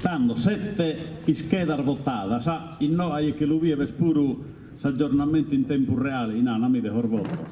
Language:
Sardinian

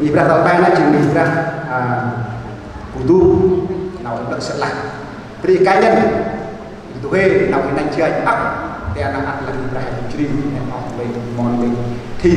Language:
Central Mnong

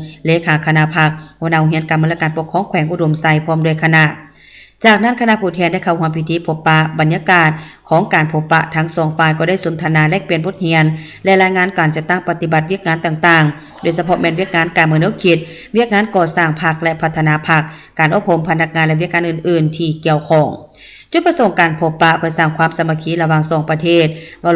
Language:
Lao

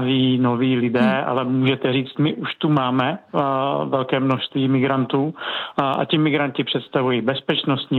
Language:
Czech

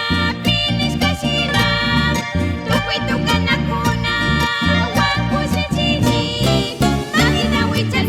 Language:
Chimborazo Highland Quichua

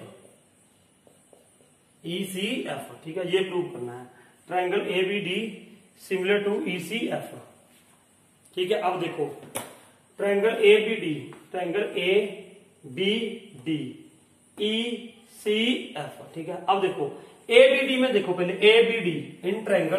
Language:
Hindi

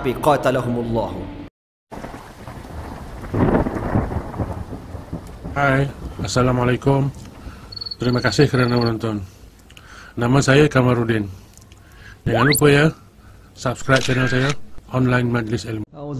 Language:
Malay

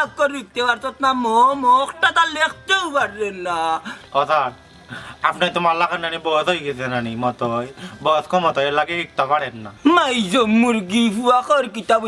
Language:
Sylheti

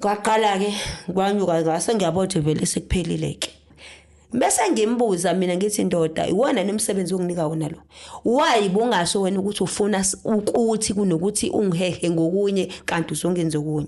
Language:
Zulu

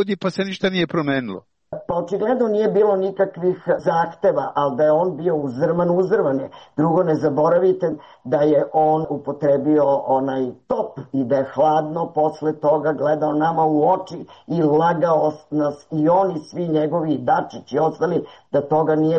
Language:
Serbian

